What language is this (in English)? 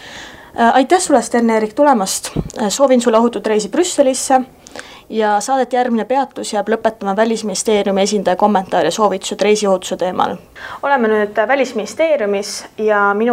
Estonian